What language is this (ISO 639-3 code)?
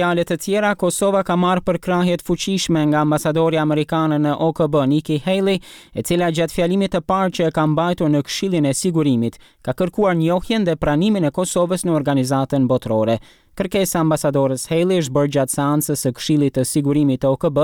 sqi